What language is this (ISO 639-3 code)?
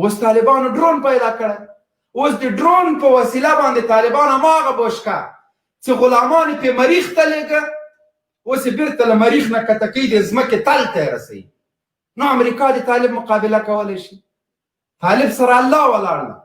pus